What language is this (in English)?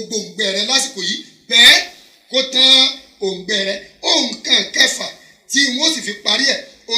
Yoruba